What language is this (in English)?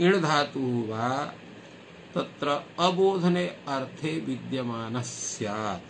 Sanskrit